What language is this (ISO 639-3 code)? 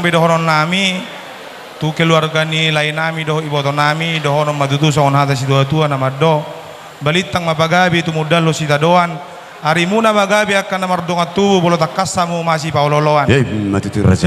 bbc